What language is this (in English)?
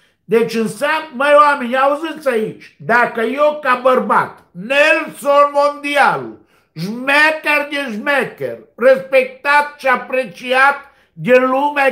Romanian